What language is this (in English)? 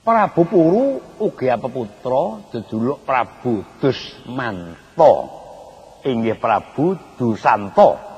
Javanese